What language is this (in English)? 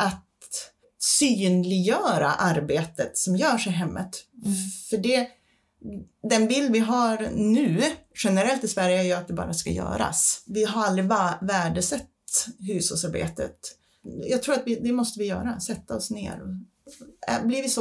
Swedish